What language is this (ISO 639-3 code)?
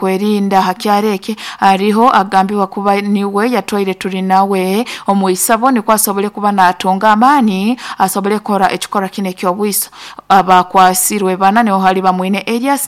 nyo